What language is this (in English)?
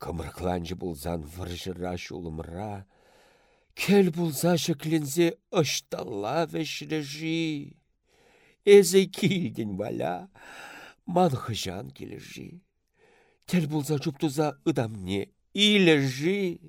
Chuvash